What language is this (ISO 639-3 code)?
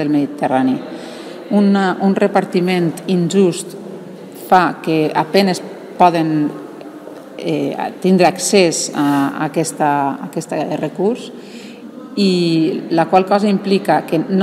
cat